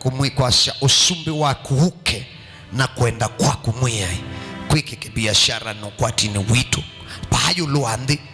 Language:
Kamba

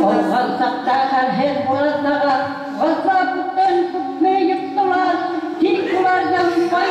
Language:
Bashkir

